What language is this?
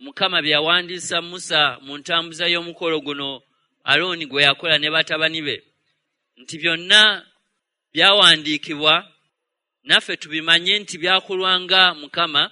Ganda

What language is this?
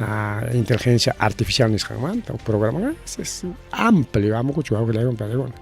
Ayacucho Quechua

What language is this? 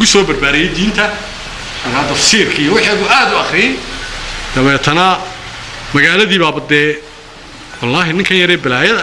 Somali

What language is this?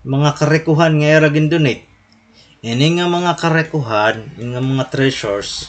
Waray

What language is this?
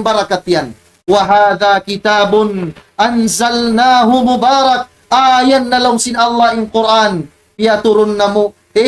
Tausug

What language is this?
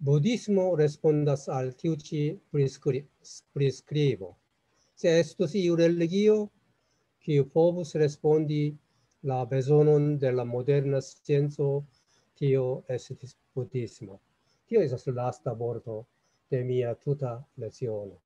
Esperanto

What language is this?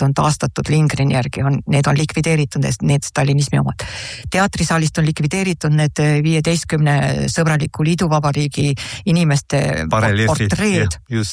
Estonian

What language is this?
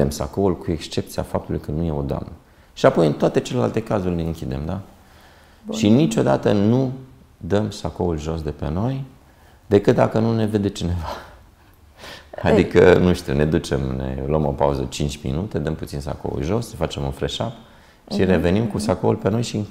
Romanian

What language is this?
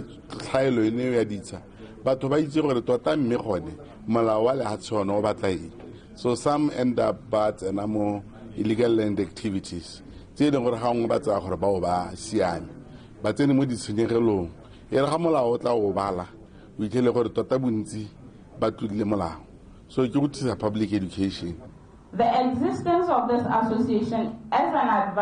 Tswana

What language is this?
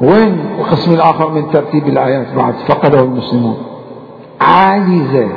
Mesopotamian Arabic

